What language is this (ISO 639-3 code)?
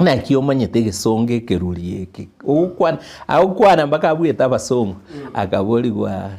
guz